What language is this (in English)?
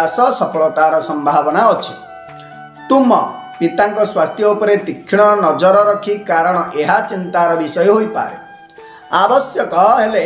Odia